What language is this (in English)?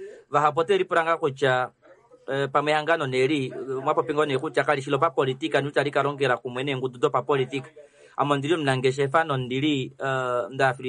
Kuanyama